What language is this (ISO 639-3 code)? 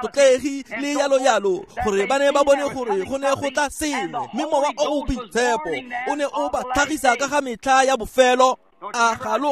tsn